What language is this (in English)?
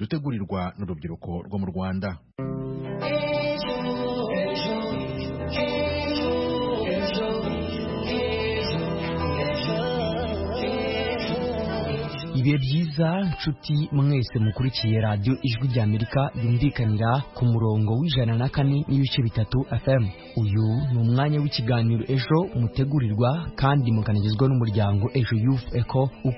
Kinyarwanda